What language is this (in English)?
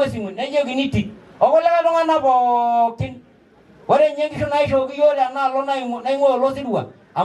Masai